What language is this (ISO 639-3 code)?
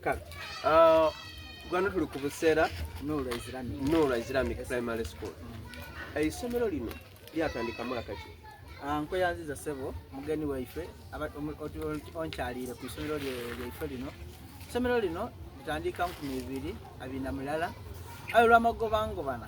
xog